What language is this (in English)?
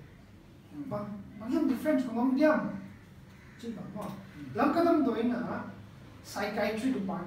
Paite Chin